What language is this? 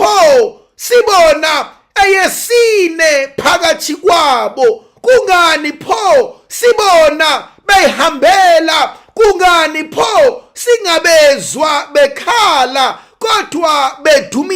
Zulu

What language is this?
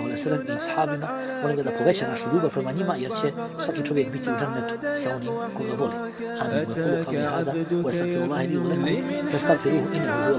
Bosnian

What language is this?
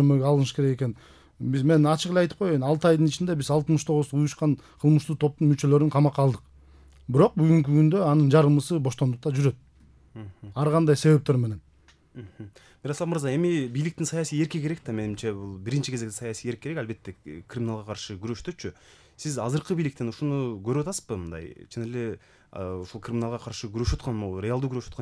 Kyrgyz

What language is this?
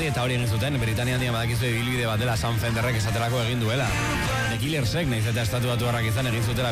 Basque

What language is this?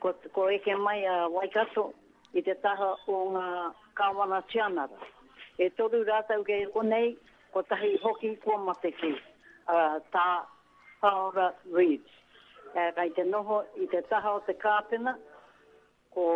Māori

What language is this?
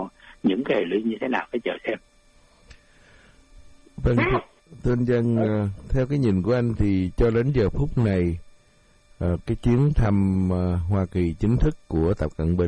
Vietnamese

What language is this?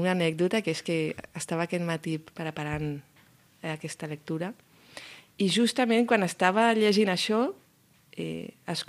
Catalan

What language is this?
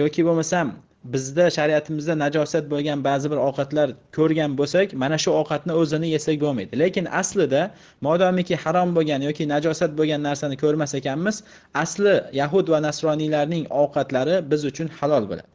Uzbek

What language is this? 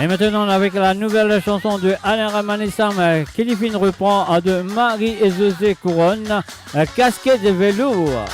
Morisyen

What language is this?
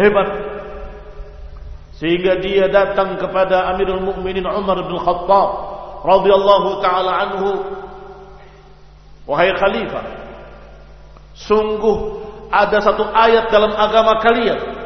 Indonesian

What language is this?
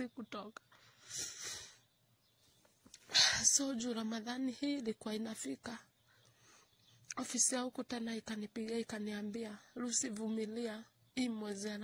Swahili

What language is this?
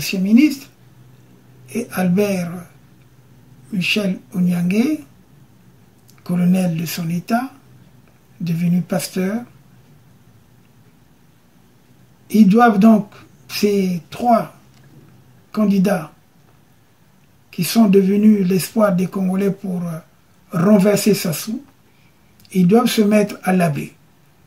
French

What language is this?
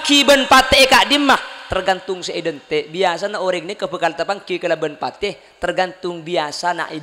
Madurese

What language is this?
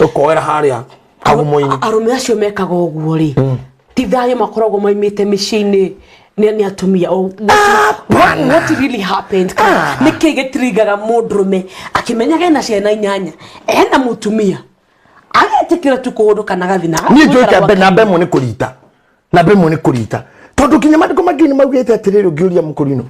Kikuyu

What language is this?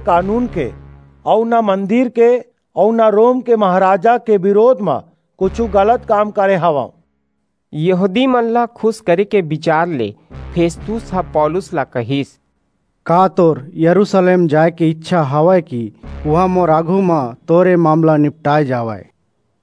Chhattisgarhi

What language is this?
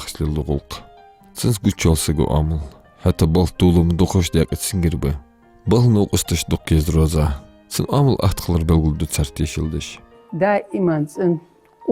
Ingush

